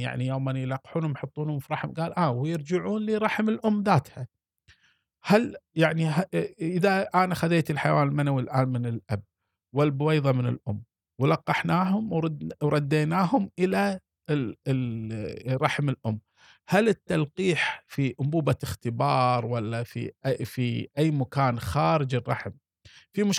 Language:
Gulf Arabic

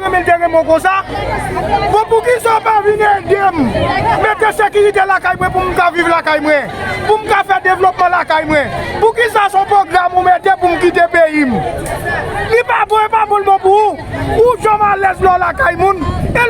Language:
Haitian Creole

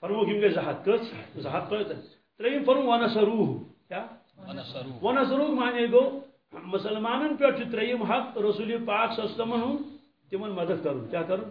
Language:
Kashmiri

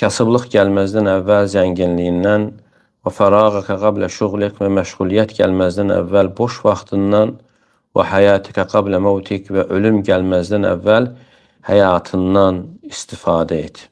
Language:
Azerbaijani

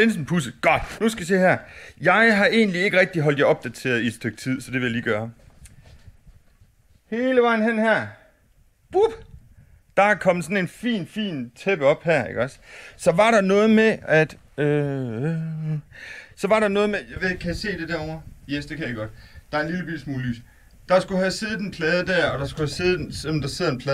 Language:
Danish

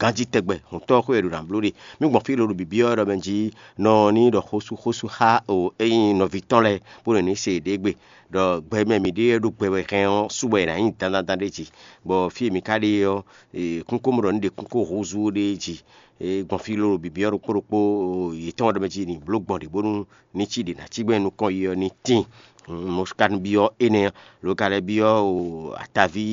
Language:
Fon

